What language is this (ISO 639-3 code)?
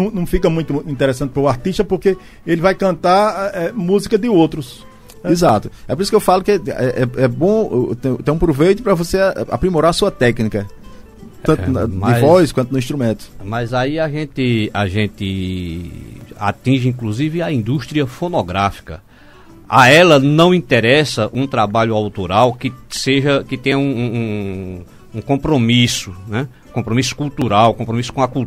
por